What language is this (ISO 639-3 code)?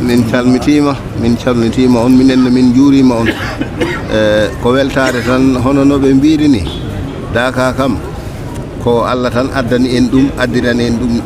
ful